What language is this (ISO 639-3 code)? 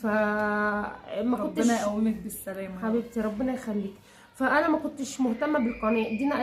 arz